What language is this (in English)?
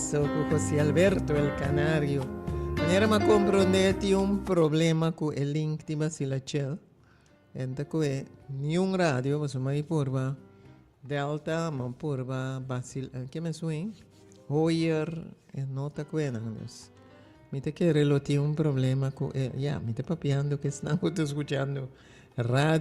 Papiamento